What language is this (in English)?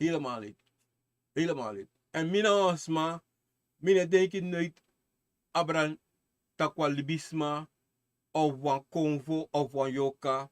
Sranan Tongo